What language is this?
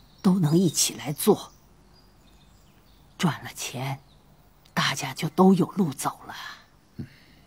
Chinese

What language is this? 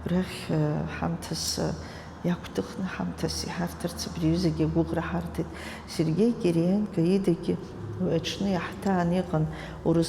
Abkhazian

